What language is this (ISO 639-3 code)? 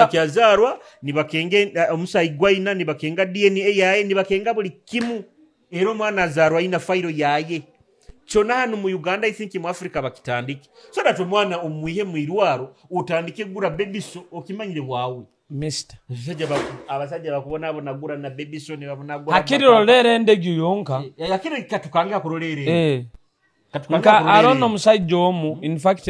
nyo